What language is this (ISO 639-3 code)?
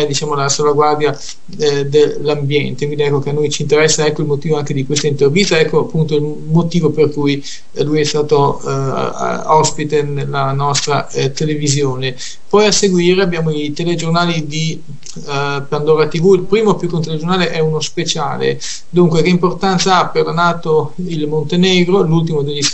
ita